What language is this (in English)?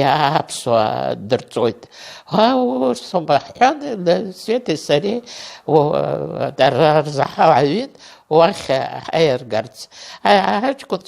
Abkhazian